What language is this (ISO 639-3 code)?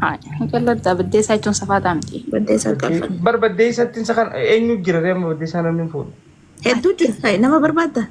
orm